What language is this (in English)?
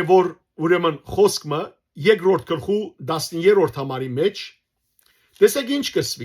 Western Armenian